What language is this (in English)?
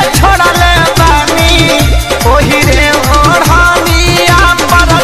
Bhojpuri